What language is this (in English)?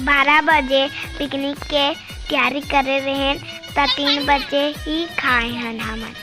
Chhattisgarhi